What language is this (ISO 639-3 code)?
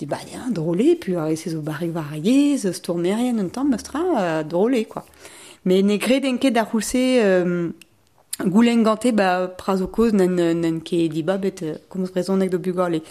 bre